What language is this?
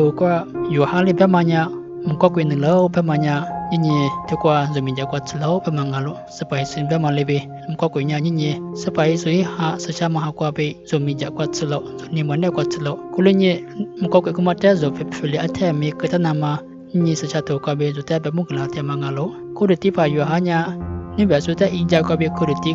Lisu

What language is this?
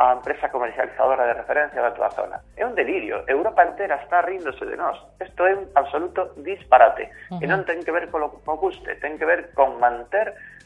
Galician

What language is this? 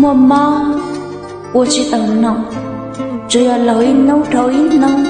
Hmong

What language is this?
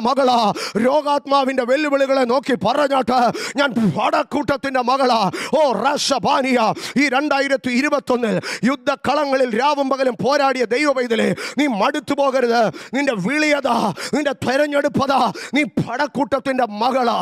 Malayalam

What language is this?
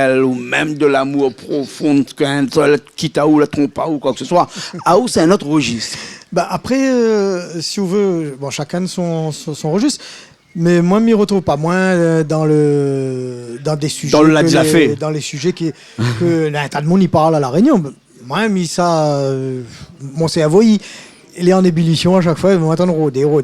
Réunion Creole French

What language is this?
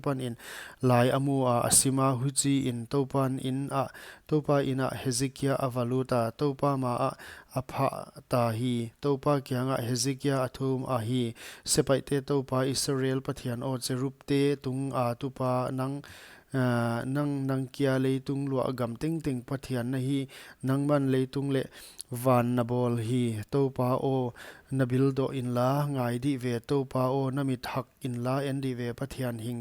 Paite Chin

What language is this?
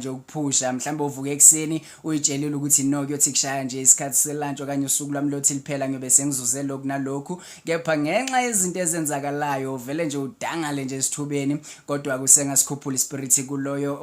Zulu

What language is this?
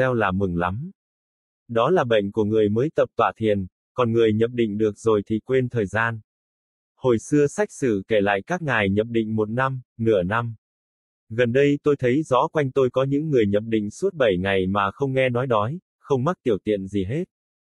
Vietnamese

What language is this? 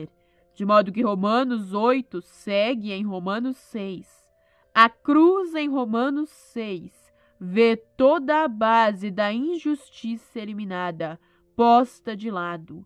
Portuguese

